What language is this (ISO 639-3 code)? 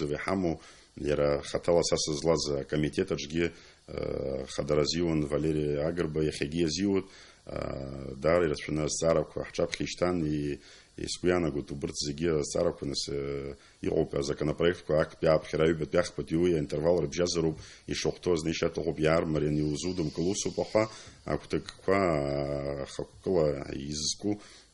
abk